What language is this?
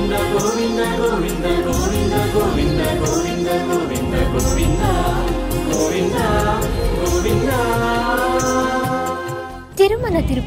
Kannada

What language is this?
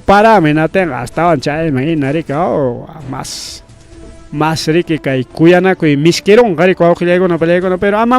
Ayacucho Quechua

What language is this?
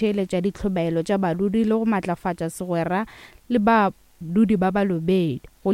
Northern Sotho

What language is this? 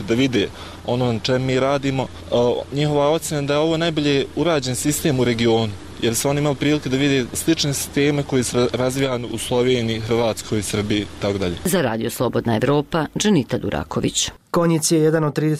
Bosnian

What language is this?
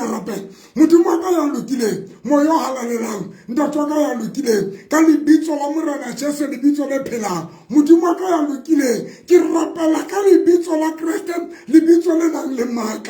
Southern Sotho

